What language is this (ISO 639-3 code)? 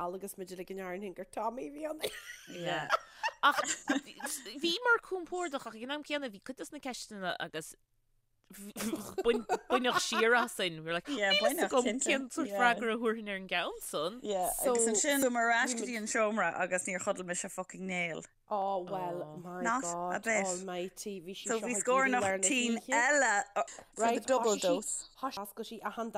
gle